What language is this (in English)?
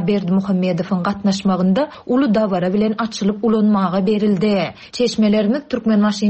Turkmen